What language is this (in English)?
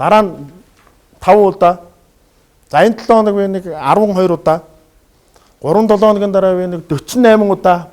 Mongolian